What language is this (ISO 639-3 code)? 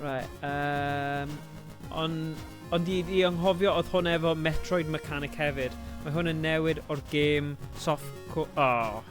cym